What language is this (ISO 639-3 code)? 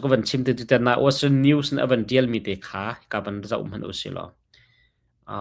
cnh